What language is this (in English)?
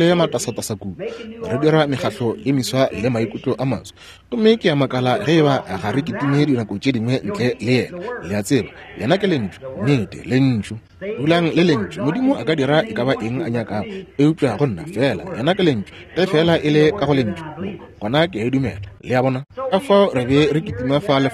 Northern Sotho